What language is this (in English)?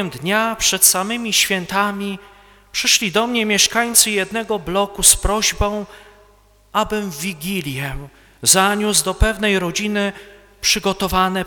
Polish